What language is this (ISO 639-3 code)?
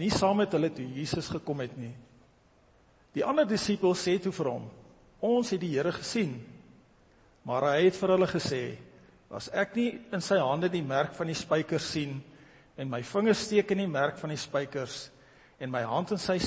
afr